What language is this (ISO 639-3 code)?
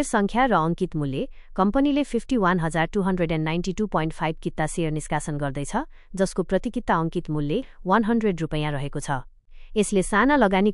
nep